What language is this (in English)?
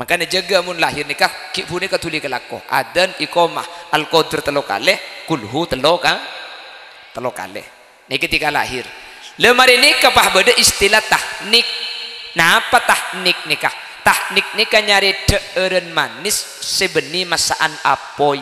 Madurese